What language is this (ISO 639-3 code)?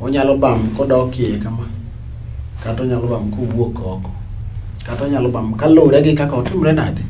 luo